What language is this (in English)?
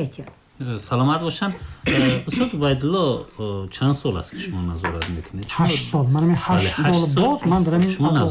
Tajik